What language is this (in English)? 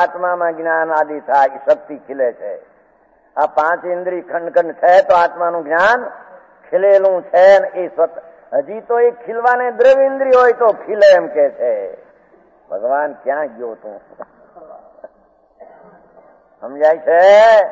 Gujarati